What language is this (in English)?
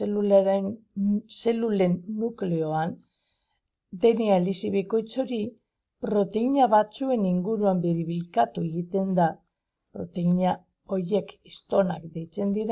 Basque